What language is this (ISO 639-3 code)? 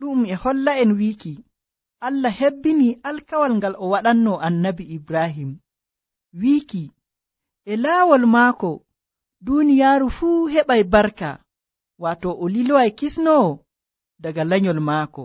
fuv